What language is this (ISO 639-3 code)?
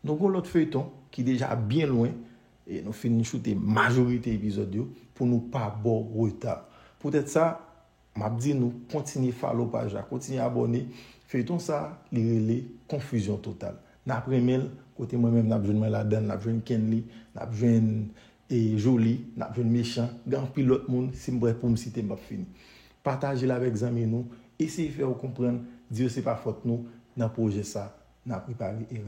hat